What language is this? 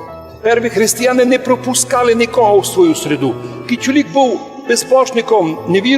Rusyn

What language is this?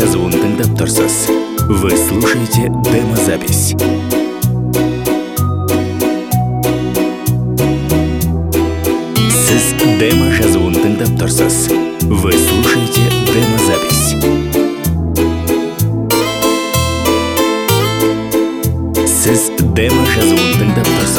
Kazakh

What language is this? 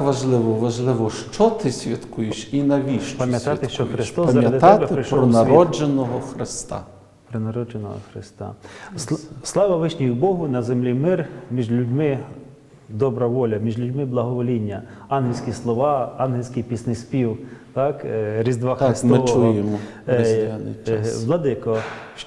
Ukrainian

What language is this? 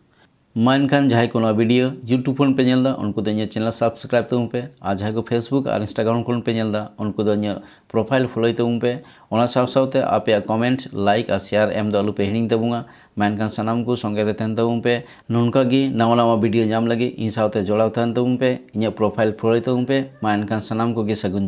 Santali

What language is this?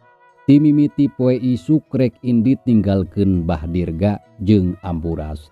Sundanese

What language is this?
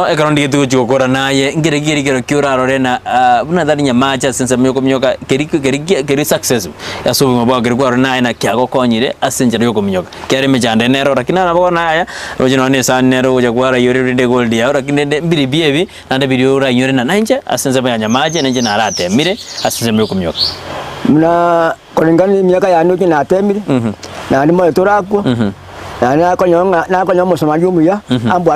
Gusii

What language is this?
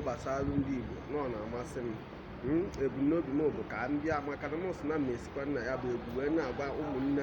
Igbo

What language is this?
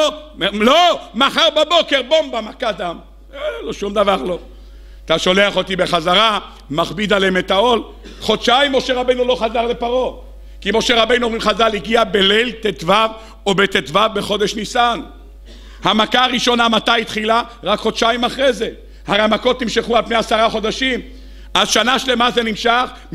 Hebrew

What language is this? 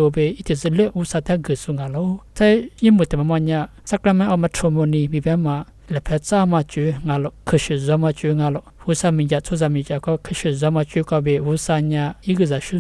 Lisu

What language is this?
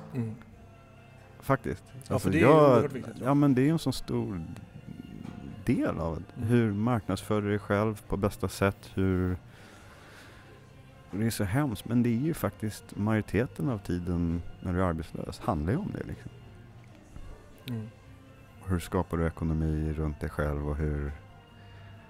Swedish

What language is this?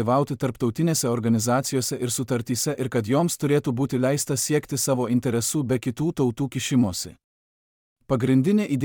Lithuanian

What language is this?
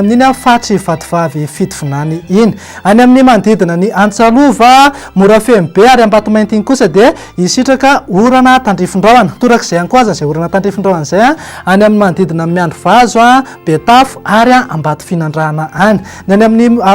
Malagasy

